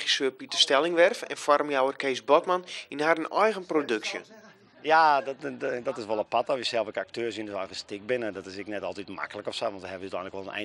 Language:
Western Frisian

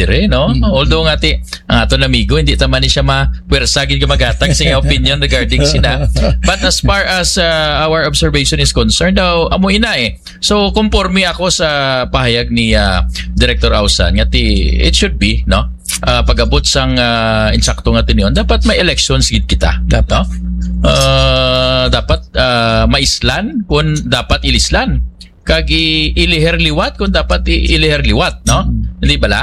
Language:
Hiligaynon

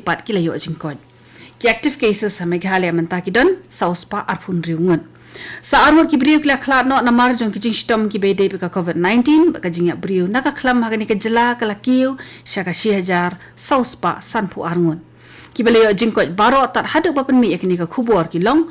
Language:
Khasi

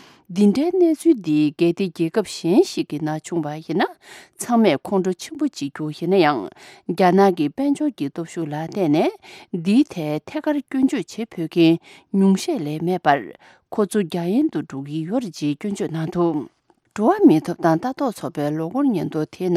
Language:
Tibetan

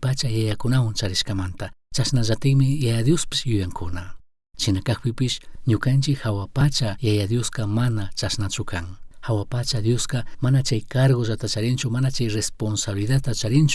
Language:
Chimborazo Highland Quichua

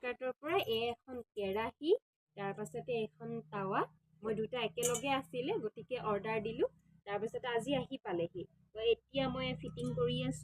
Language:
Assamese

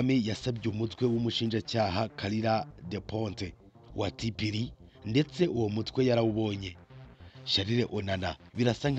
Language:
Kinyarwanda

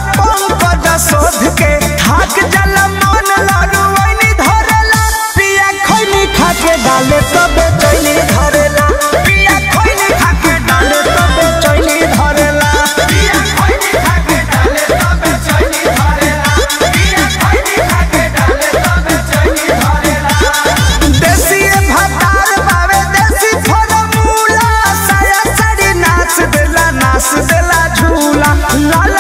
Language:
Bhojpuri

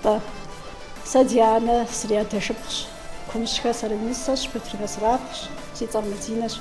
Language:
Kabardian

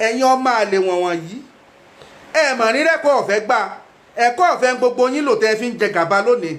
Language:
Yoruba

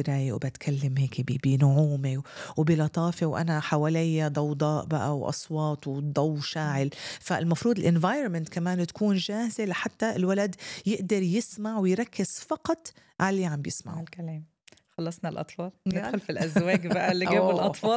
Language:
North Levantine Arabic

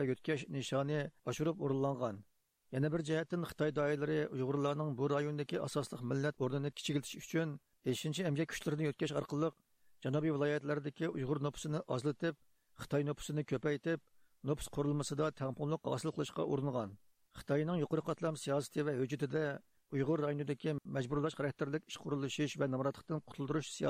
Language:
Uyghur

